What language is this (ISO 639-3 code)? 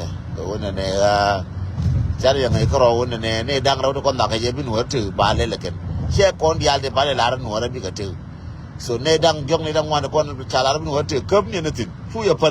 nus